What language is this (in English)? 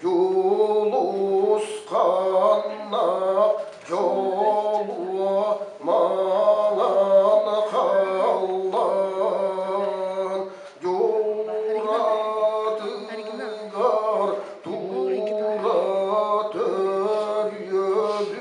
Yakut